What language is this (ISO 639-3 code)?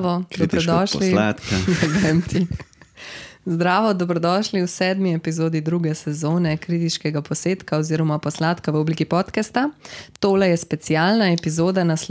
slv